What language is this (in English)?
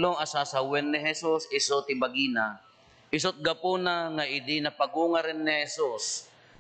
Iloko